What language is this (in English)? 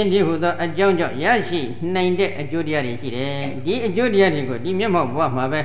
Burmese